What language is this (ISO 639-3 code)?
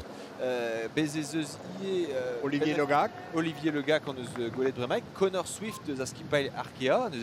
bre